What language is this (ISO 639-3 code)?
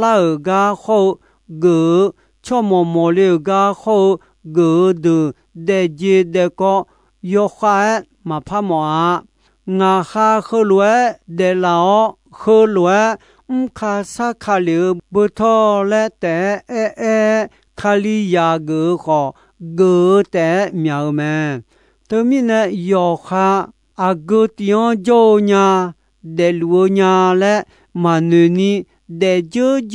ahk